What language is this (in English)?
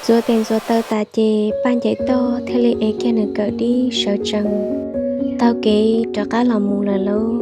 Hmong